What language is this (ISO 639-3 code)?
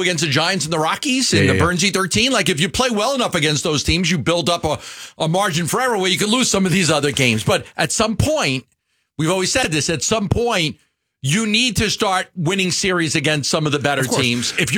eng